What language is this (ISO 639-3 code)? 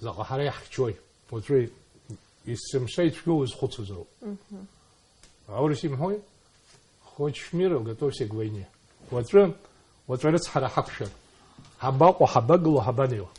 abk